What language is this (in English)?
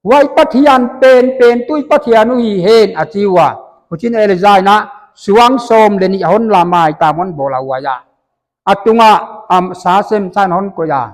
Paite Chin